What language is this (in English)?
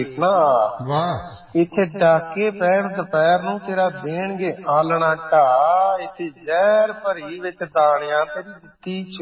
Punjabi